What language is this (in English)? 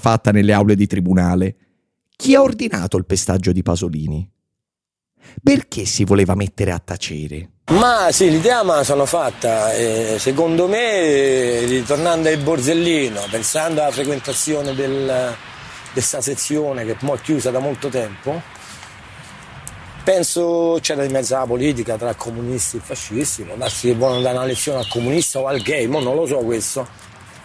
Italian